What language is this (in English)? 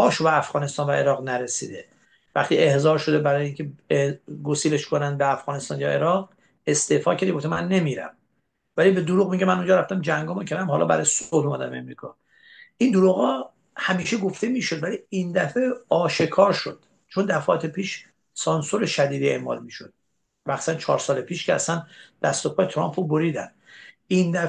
Persian